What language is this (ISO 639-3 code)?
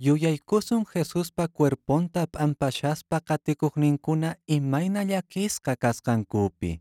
que